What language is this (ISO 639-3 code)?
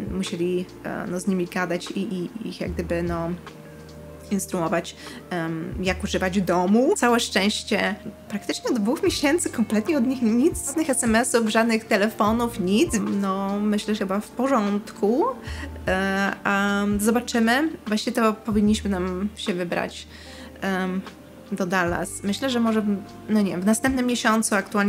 pol